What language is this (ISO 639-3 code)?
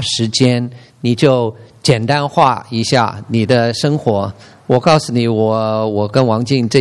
zho